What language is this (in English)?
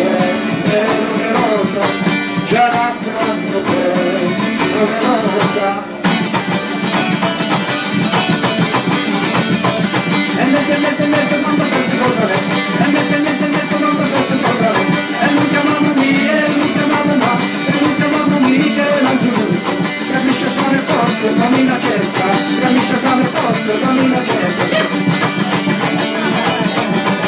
Italian